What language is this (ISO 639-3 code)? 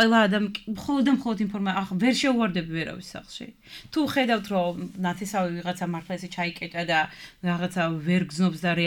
kat